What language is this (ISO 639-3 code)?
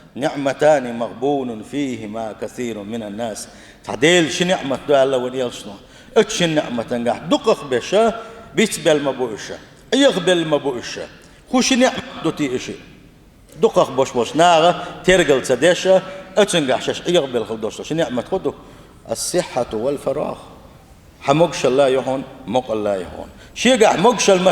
che